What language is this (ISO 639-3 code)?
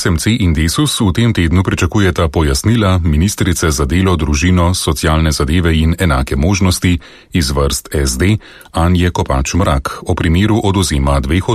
slv